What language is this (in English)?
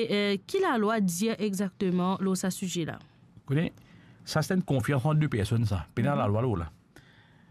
Morisyen